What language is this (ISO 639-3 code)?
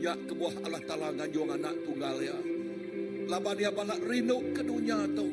iba